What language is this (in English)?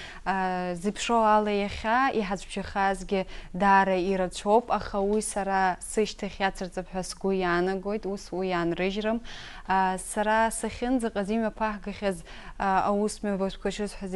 Abkhazian